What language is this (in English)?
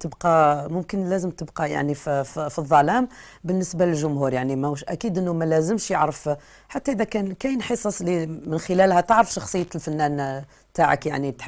Algerian Arabic